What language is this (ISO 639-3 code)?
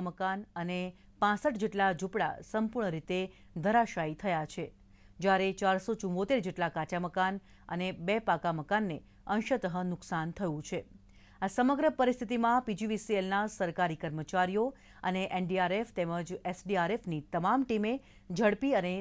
guj